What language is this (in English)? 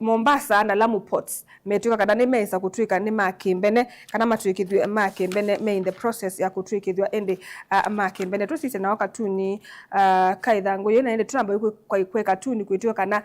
Kamba